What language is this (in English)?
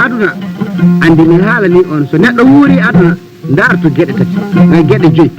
Fula